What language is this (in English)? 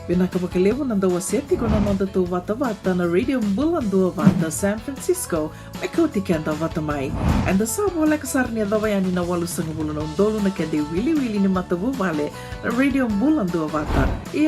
Fijian